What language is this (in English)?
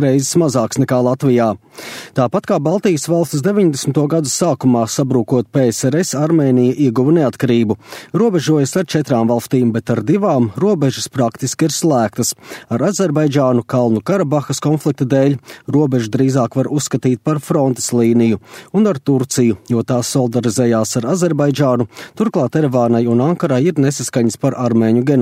Latvian